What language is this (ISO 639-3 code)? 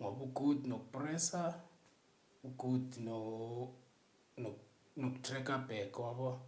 zul